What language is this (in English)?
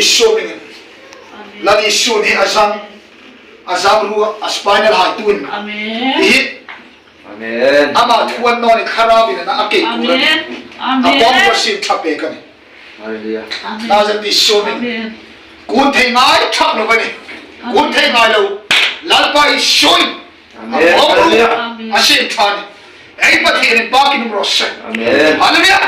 Hmar